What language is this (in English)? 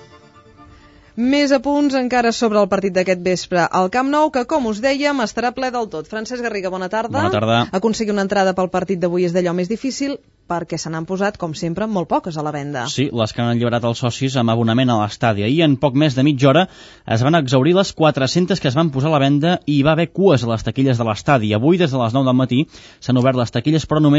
Catalan